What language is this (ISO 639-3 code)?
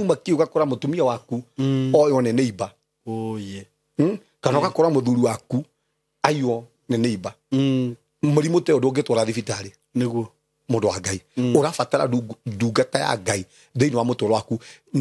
kik